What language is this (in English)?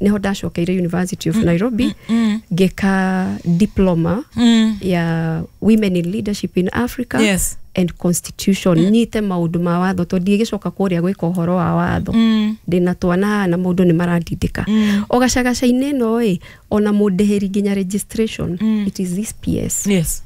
Kikuyu